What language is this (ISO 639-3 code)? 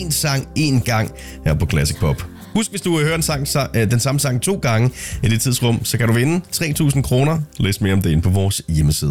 dan